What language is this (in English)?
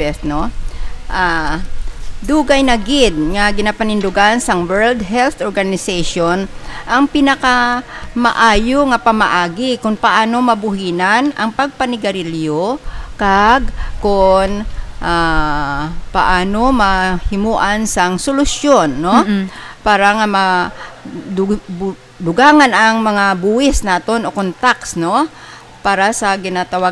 Hiligaynon